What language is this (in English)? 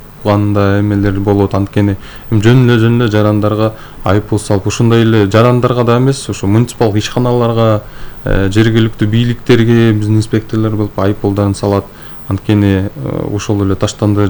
Kyrgyz